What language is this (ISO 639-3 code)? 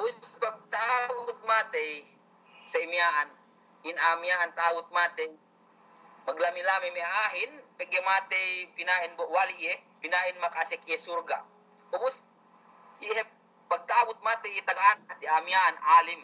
yka